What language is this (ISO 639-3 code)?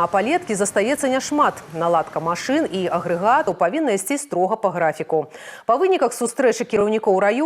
bel